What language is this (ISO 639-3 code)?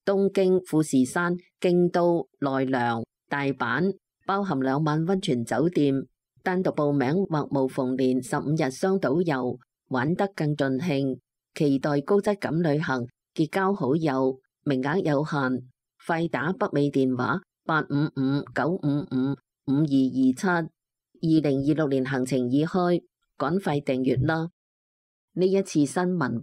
yue